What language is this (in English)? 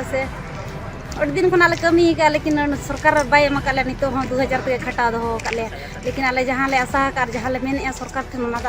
Santali